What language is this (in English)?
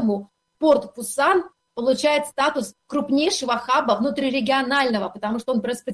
Russian